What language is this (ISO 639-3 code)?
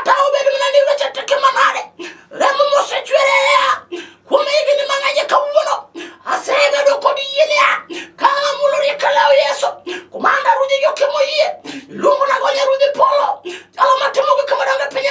luo